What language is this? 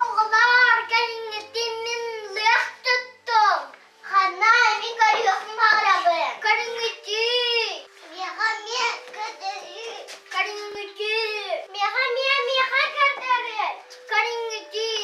Yakut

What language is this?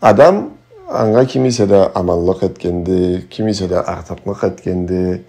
Karachay-Balkar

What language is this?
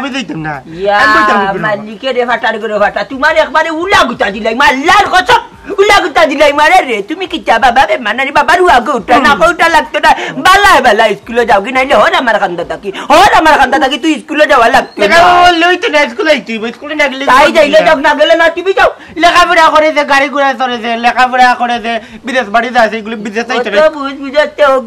Sylheti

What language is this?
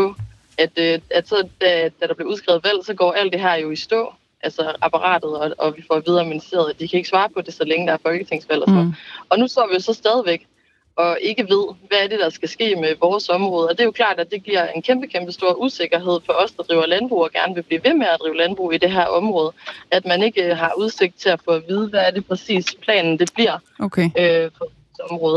Danish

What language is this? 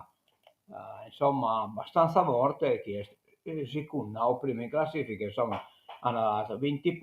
Sardinian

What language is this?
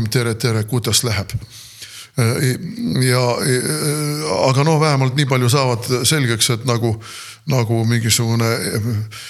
Estonian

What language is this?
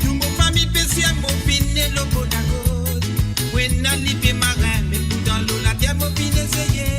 Morisyen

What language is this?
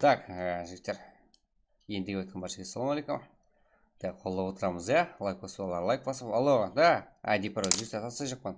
Kara-Kalpak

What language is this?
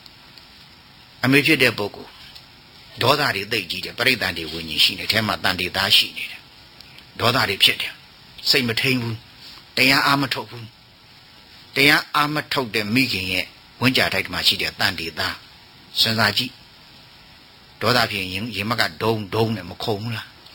Burmese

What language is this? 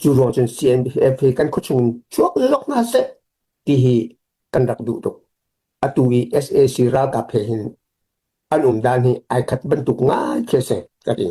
Hakha Chin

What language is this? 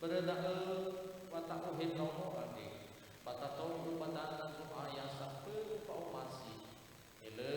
Nias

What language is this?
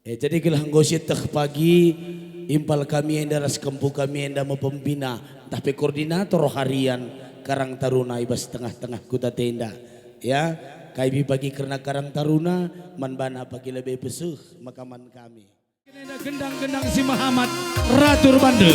Batak Karo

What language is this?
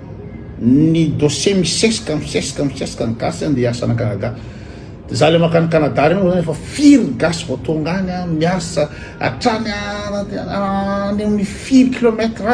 Malagasy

